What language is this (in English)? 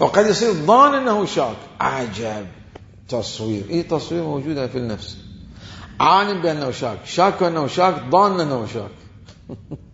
Mesopotamian Arabic